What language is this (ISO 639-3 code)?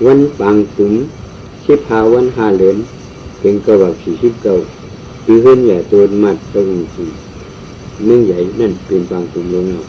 shn